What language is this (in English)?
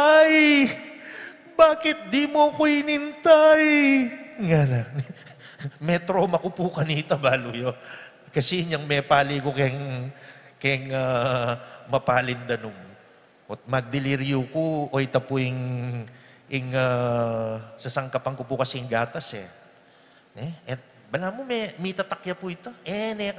Pampanga